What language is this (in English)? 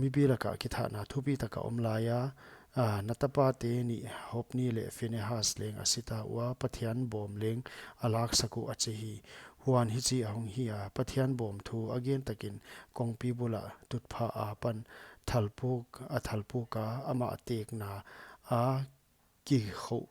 Paite Chin